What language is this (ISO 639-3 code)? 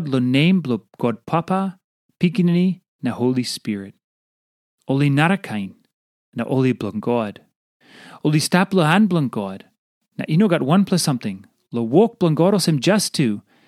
tpi